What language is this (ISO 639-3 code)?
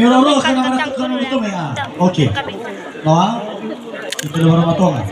nia